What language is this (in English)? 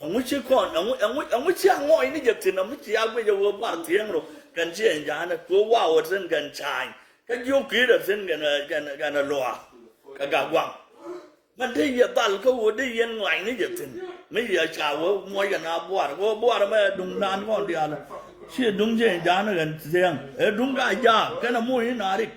Nuer